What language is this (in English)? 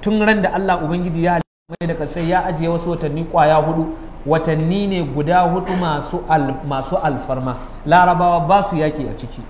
Hausa